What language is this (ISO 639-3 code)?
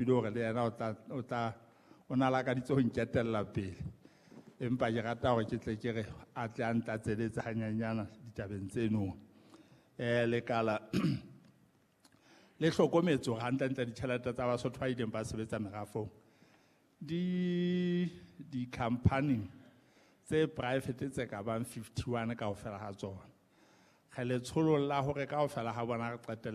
sot